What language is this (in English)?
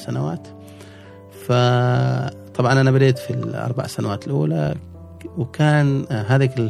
Gulf Arabic